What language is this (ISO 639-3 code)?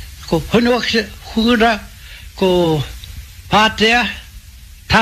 mri